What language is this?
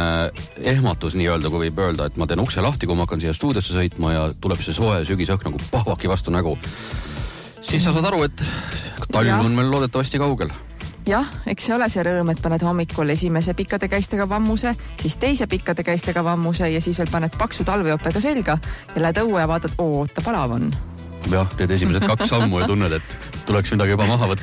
Estonian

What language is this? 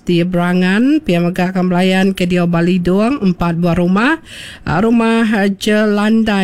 Iban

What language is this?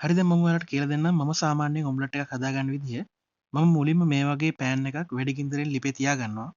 Sinhala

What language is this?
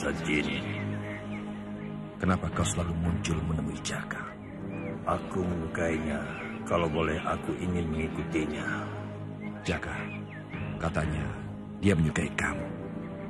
Indonesian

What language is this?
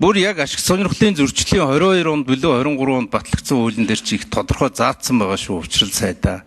Mongolian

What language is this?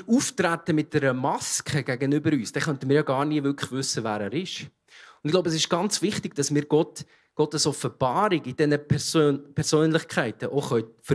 Swiss German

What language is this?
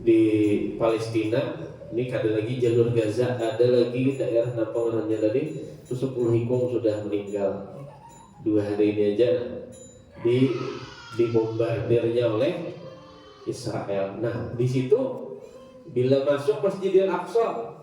Banjar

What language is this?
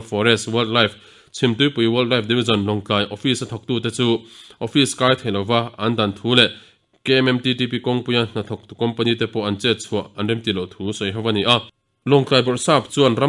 Mizo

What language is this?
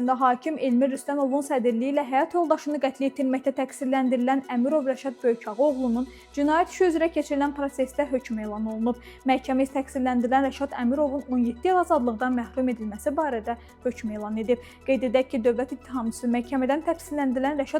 Azerbaijani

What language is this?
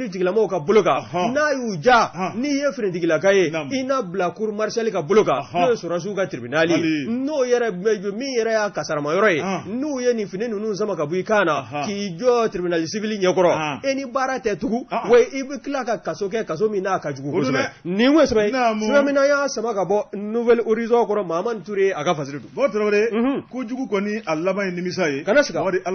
Bambara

